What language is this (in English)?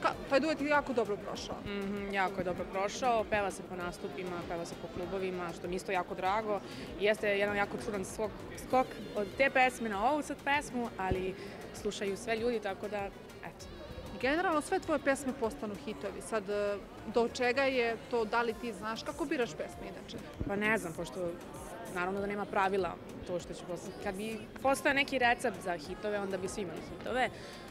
Serbian